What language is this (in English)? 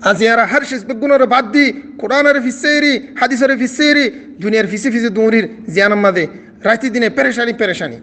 Rohingya